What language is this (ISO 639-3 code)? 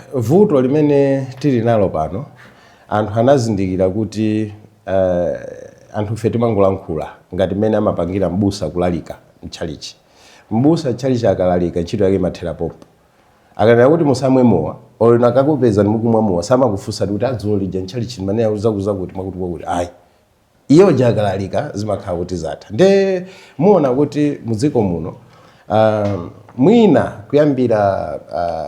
nya